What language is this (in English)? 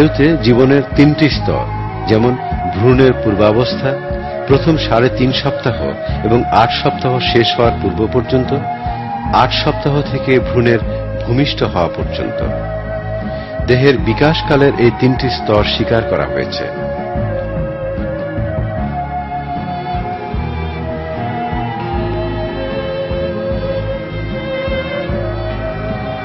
Bangla